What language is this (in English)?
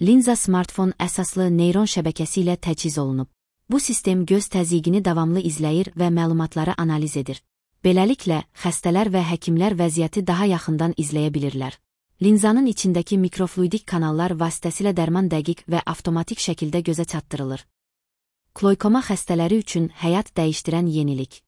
Azerbaijani